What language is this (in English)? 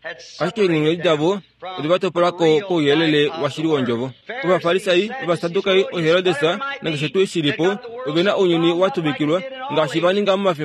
Kuanyama